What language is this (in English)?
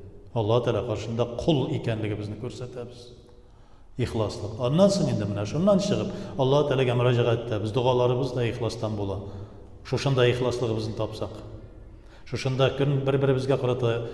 Tatar